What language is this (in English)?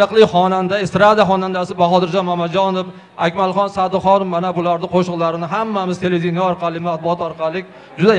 Uzbek